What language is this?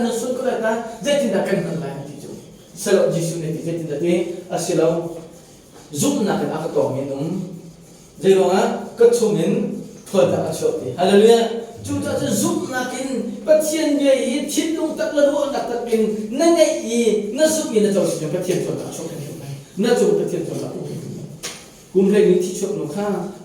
Hakha Chin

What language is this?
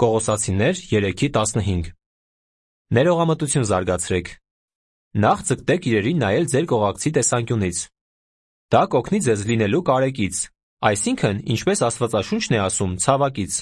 Armenian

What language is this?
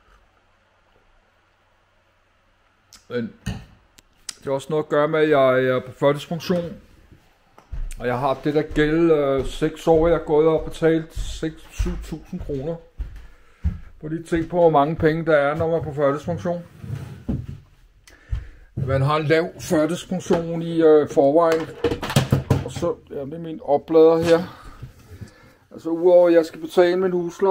Danish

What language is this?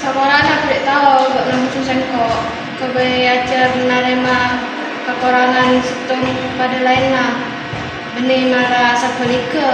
Madurese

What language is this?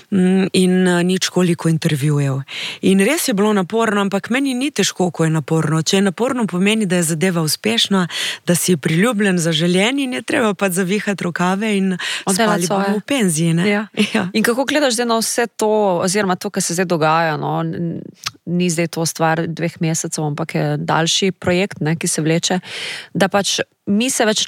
Slovenian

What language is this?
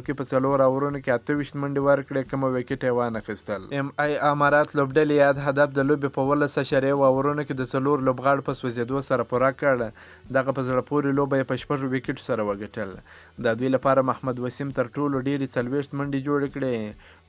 Pashto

